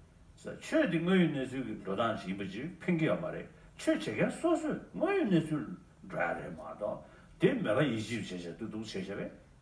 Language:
Tibetan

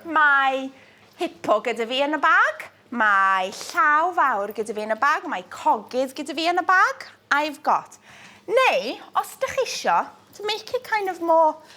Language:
Welsh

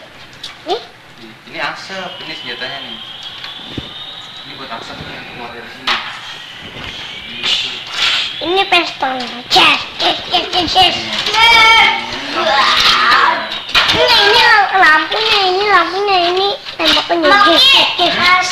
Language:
Indonesian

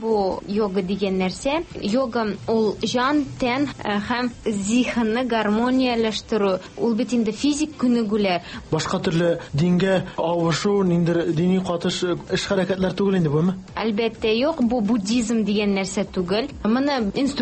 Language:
Tatar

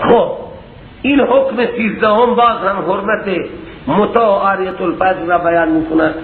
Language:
Persian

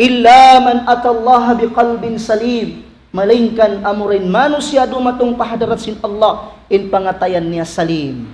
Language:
Tausug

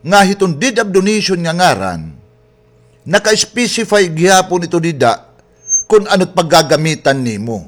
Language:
Waray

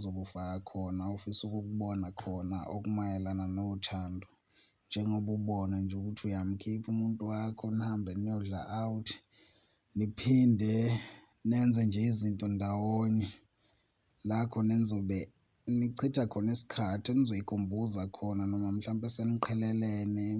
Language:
Zulu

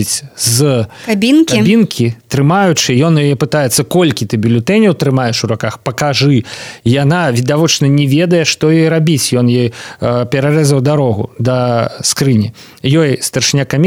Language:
Belarusian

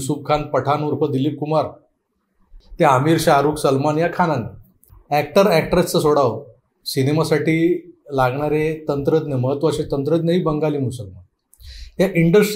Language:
Marathi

